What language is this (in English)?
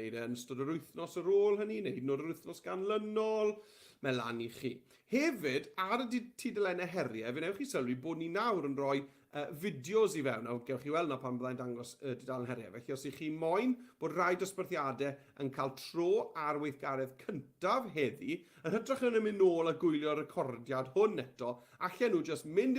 Welsh